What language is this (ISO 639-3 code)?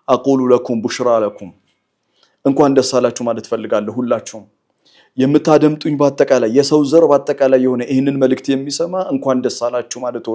amh